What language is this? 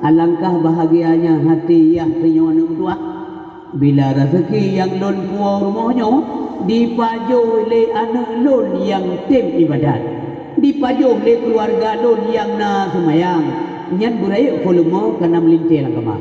Achinese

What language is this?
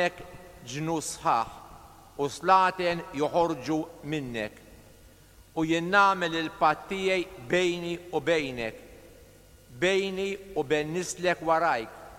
Maltese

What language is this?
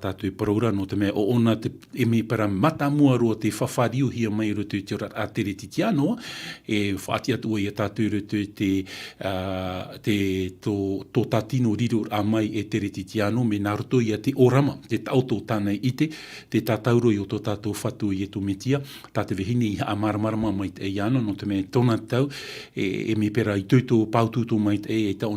Tahitian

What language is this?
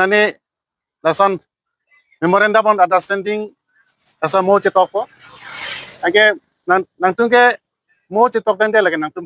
Karbi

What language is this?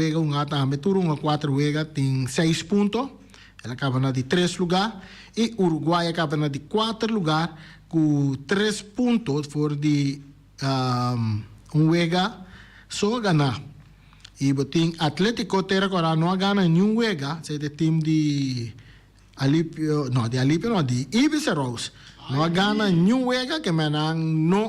Papiamento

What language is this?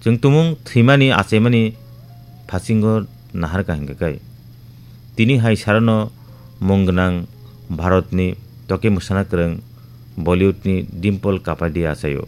Kok Borok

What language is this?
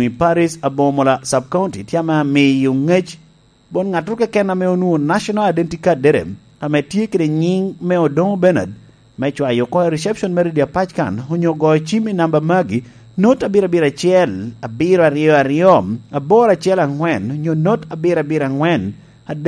Lango (Uganda)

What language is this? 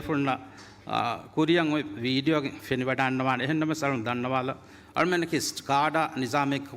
Divehi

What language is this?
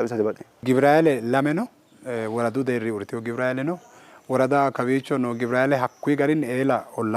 Sidamo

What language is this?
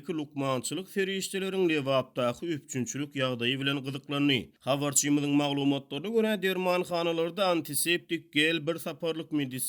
Turkmen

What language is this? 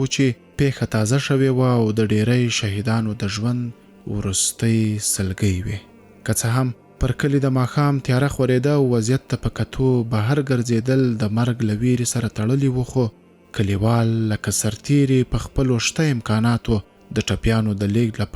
Pashto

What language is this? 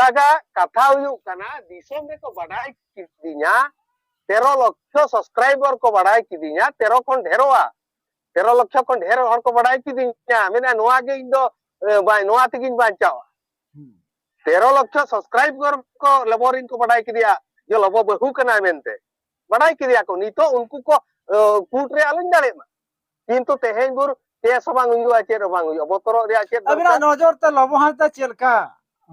Santali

